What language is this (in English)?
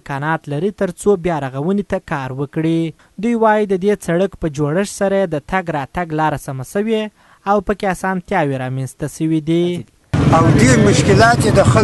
Pashto